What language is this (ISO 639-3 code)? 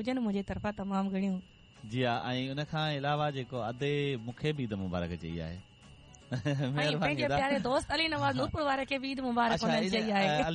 snd